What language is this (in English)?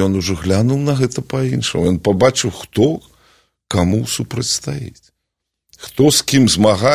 Belarusian